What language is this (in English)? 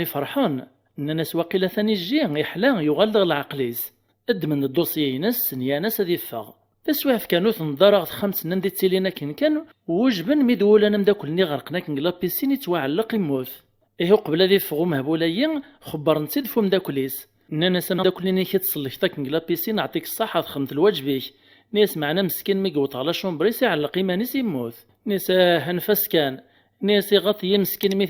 Kabyle